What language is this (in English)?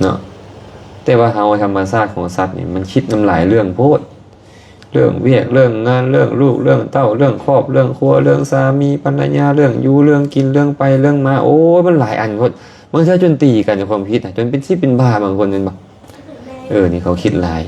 Lao